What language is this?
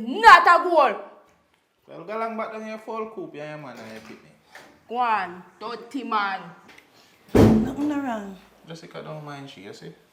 Jamaican Creole English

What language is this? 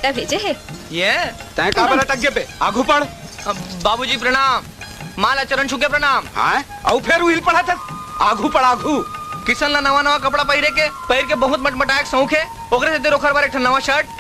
Chhattisgarhi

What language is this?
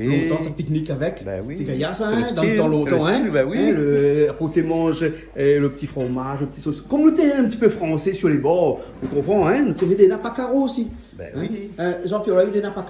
Réunion Creole French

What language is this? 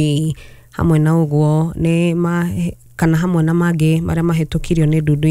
Kikuyu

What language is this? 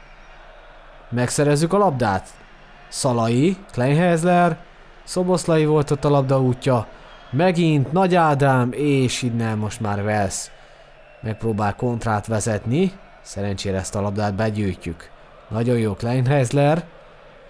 Hungarian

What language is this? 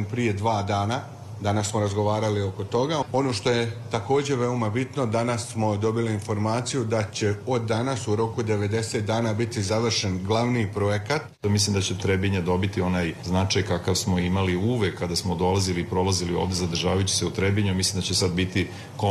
Serbian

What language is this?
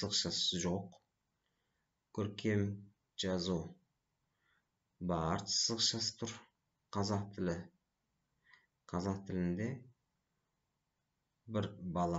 Kazakh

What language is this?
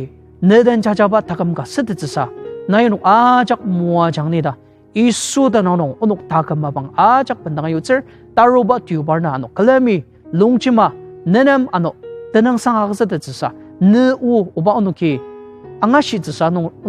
Ao Naga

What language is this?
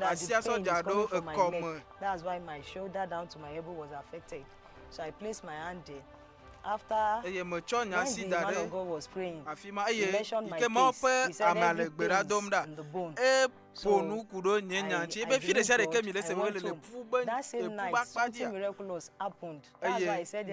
Ewe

